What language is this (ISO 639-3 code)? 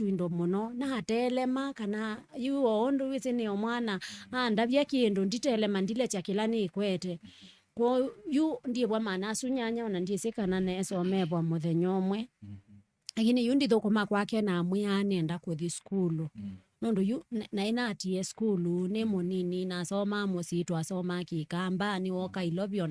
kam